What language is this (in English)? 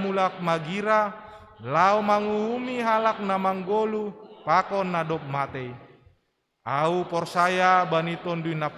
Batak Simalungun